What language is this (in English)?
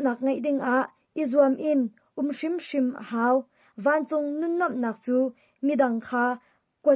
Hakha Chin